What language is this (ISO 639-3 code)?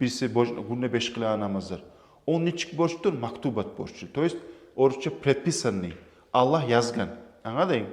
kum